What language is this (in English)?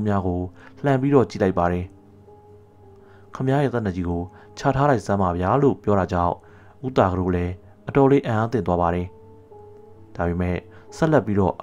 Burmese